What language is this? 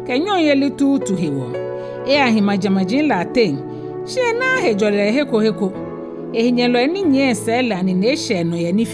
Ga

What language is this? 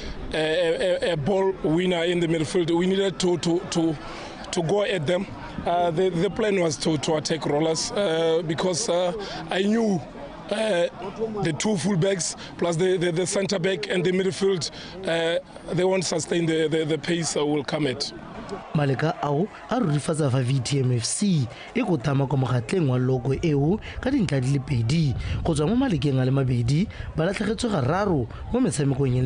Tswana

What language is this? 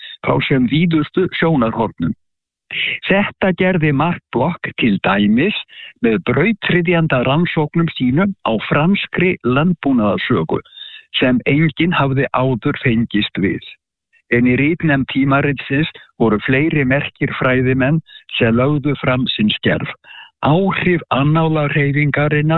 Icelandic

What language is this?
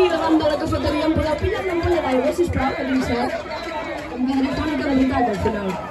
Catalan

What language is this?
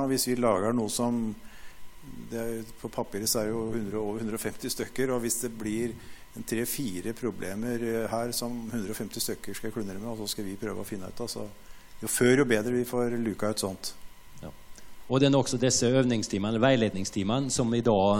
Norwegian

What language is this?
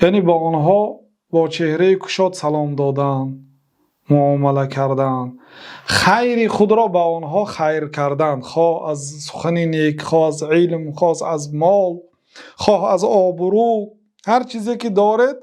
Tajik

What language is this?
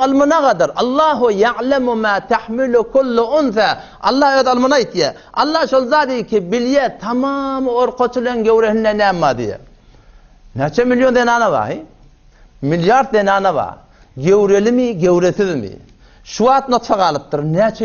Turkmen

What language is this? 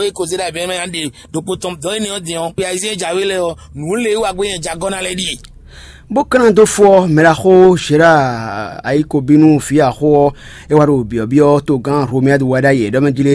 Fon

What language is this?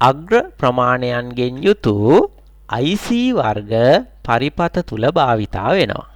Sinhala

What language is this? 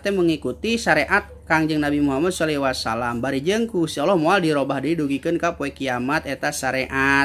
Sundanese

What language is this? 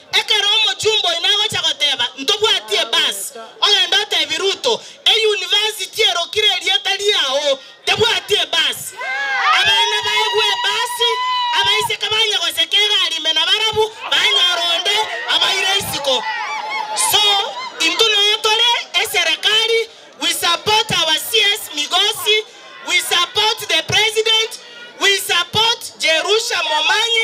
Gusii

